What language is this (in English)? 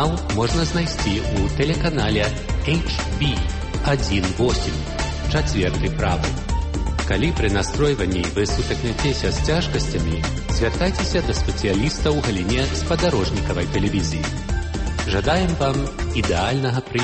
Belarusian